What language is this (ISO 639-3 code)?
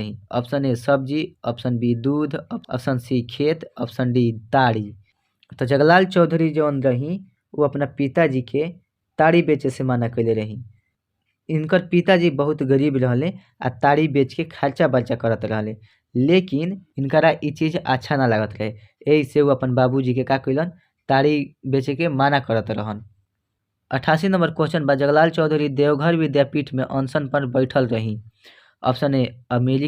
bho